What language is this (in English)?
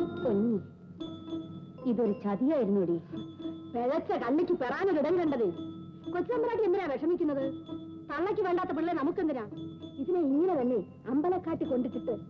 Malayalam